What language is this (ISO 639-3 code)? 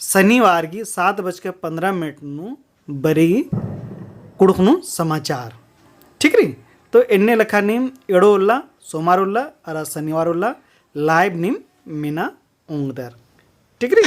kru